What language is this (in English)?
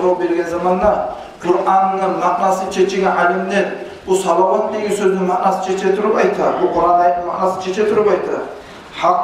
Kumyk